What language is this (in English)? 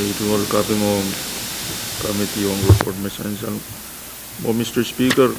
Pohnpeian